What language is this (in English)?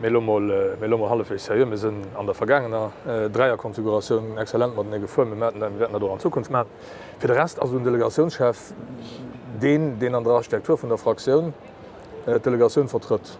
Luxembourgish